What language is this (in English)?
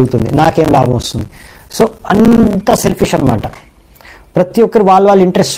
Telugu